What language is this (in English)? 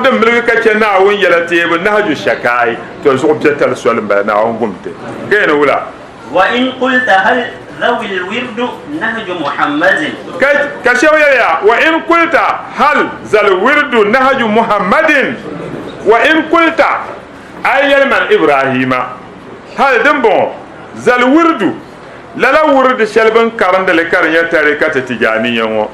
Dagbani